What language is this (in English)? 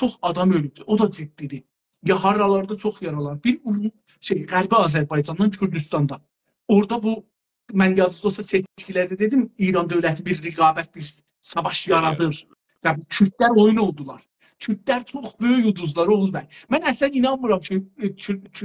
South Azerbaijani